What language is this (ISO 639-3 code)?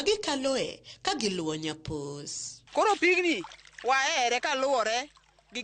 luo